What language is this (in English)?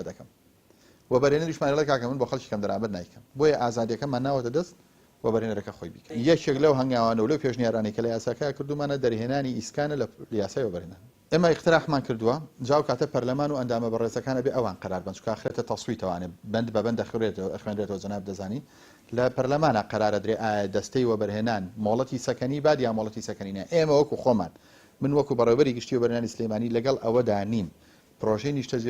Central Kurdish